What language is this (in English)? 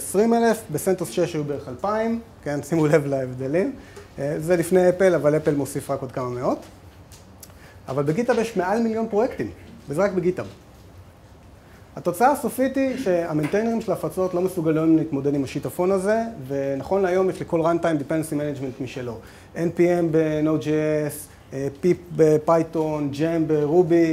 Hebrew